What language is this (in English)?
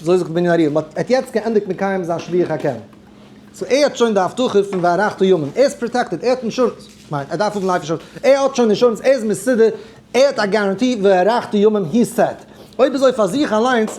Yiddish